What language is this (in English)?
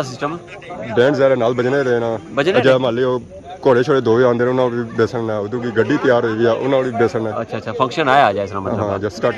Pahari-Potwari